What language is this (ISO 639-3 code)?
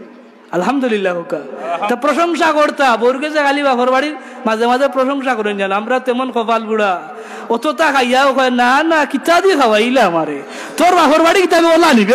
syl